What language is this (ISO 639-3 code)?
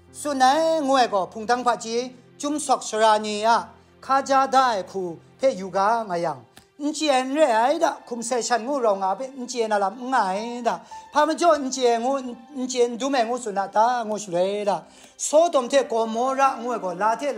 kac